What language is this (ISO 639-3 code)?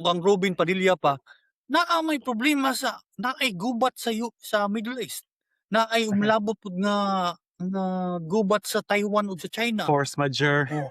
ceb